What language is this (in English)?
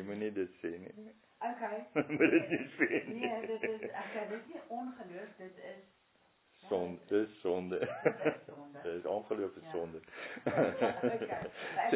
Afrikaans